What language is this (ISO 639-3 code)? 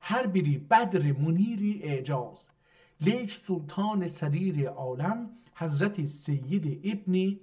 azb